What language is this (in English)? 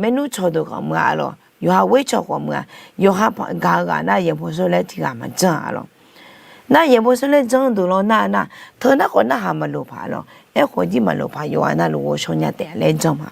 Akha